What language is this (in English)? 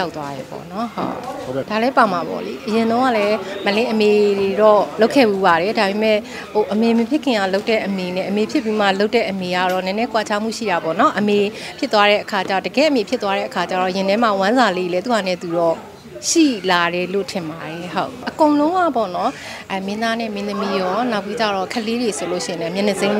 Burmese